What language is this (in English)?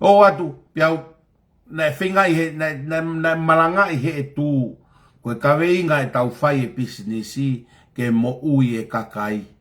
Tongan